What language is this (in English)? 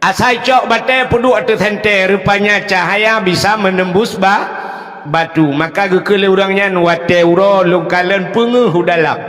Achinese